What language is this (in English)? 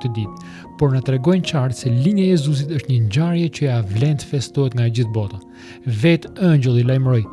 Albanian